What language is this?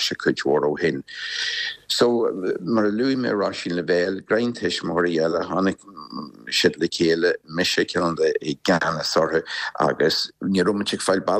Irish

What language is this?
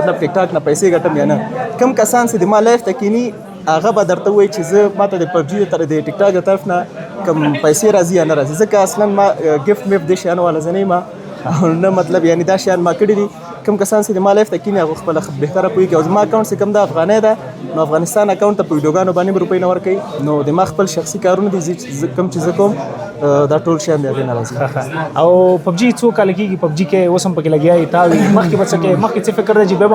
Pashto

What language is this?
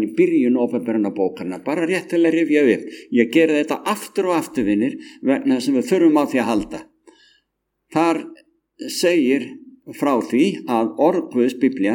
Icelandic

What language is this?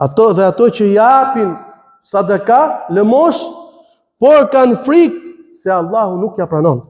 Albanian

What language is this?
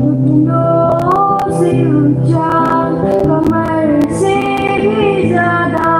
Tangkhul Naga (India)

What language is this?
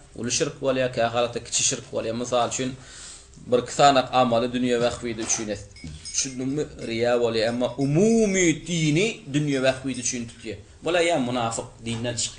Turkmen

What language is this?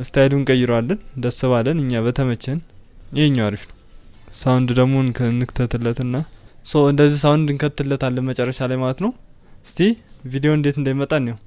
Amharic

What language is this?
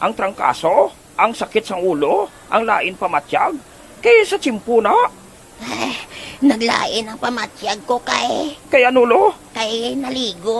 Hiligaynon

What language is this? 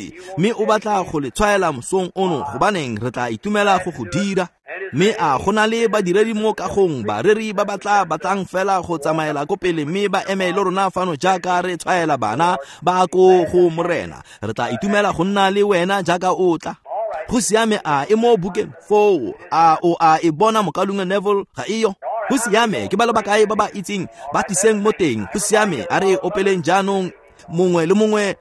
Tswana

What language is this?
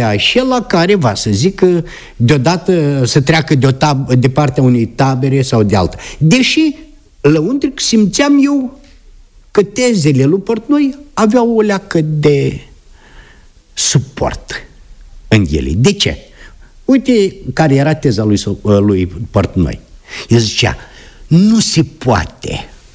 Romanian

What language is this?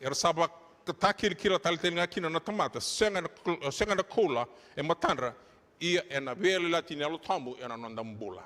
Fijian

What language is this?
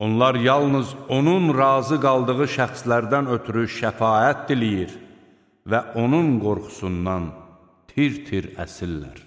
Azerbaijani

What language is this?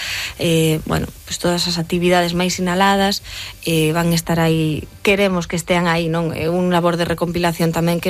Galician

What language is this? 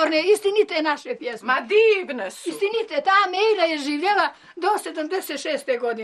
Bosnian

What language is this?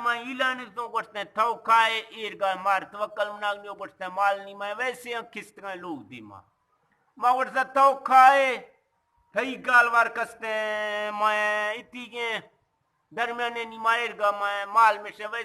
Eastern Balochi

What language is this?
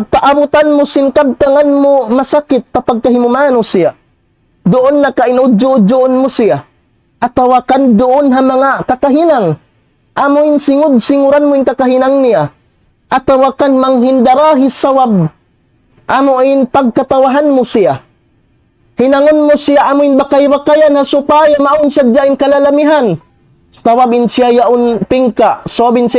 Tausug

